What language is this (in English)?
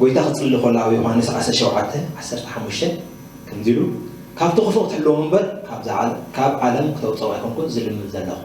Tigrinya